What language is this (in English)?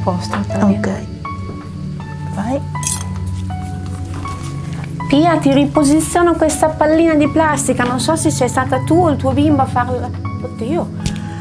Italian